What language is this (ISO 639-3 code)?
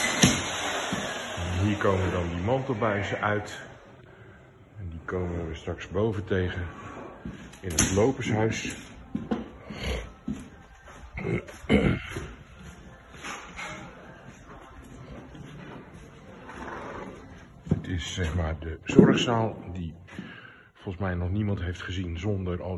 nld